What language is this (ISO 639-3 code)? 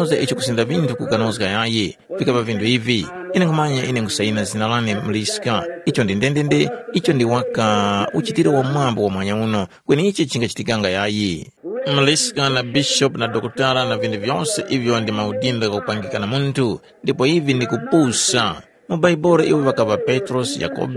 tum